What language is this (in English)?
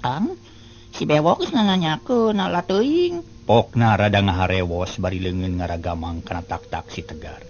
Sundanese